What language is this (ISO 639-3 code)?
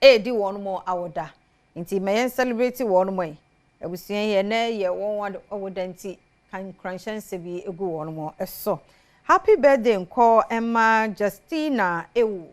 aka